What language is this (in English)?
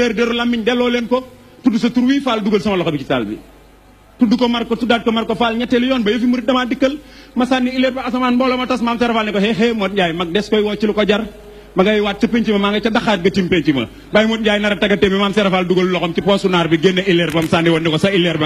Wolof